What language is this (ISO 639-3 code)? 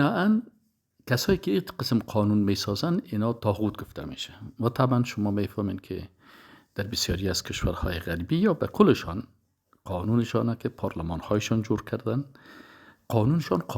fas